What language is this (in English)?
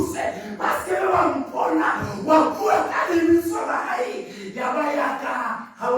Southern Sotho